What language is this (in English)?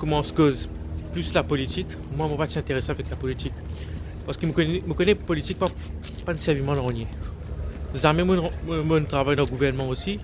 Morisyen